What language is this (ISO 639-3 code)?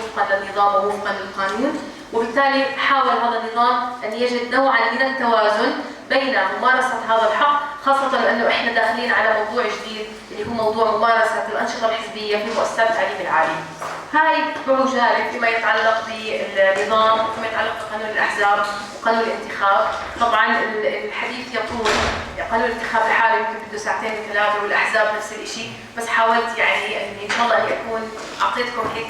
apc